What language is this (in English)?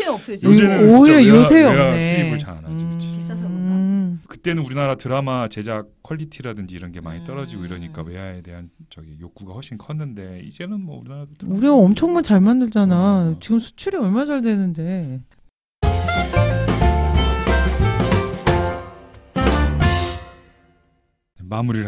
Korean